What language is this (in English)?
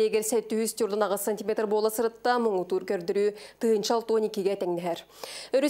Yakut